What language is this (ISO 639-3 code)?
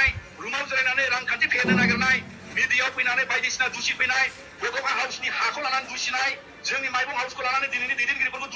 brx